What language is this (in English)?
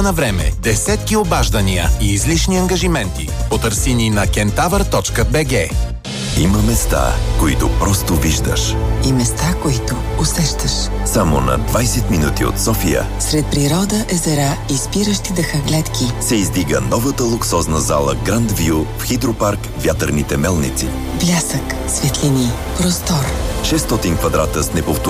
Bulgarian